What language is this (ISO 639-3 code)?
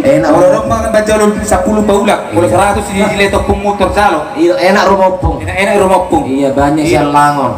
bbc